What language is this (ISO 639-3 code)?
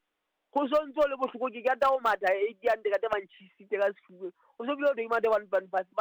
sot